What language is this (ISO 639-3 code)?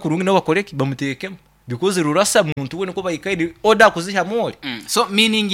nyo